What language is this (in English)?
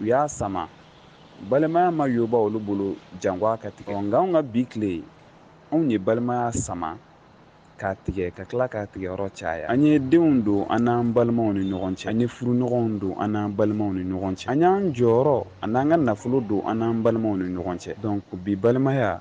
Bambara